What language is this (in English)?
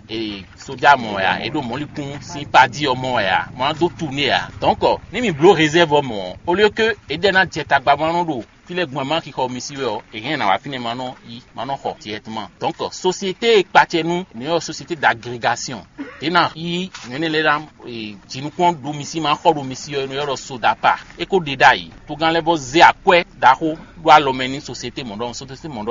Fon